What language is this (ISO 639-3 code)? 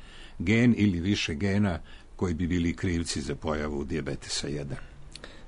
srp